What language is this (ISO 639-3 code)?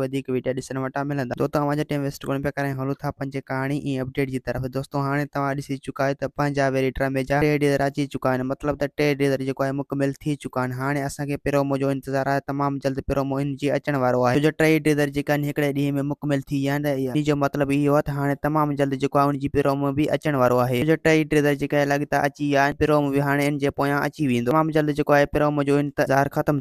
snd